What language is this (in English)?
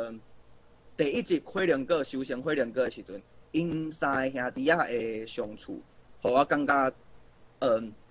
Min Nan Chinese